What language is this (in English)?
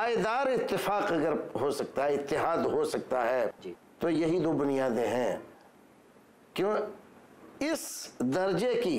Urdu